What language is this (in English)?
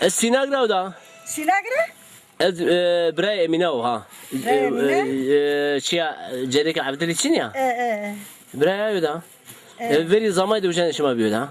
Zaza